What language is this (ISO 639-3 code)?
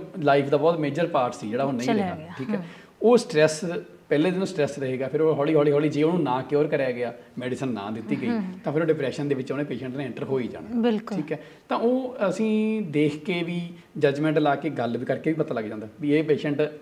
pan